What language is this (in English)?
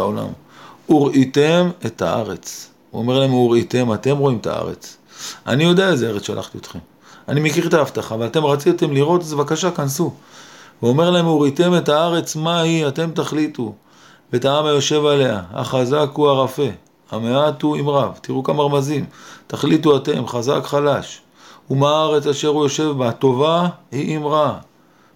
Hebrew